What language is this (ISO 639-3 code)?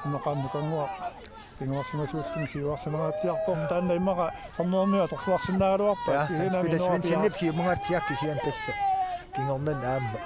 kal